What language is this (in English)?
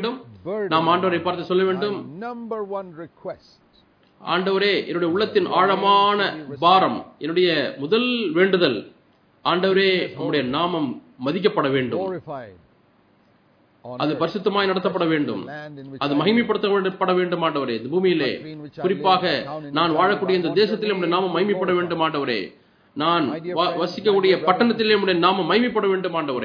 Tamil